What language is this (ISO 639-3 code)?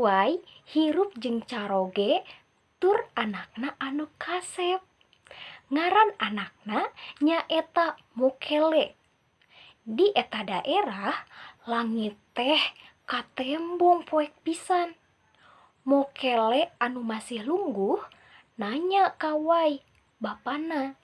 sun